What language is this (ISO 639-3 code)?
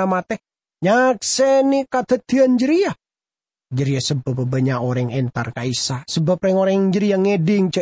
mad